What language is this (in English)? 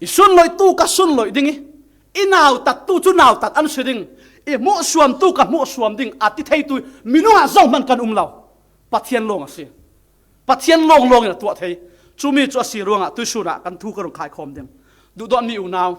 Falam Chin